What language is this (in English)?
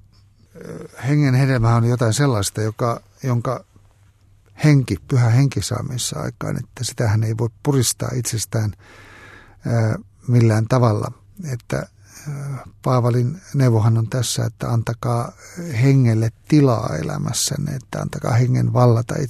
Finnish